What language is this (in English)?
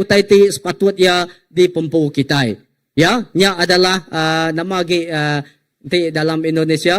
Iban